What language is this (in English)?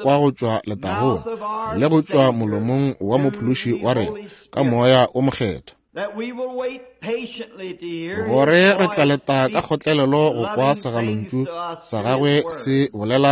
Northern Sotho